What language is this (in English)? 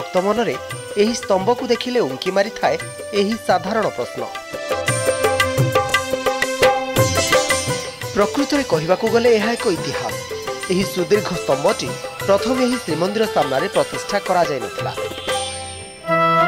Odia